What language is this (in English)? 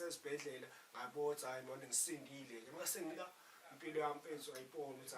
Zulu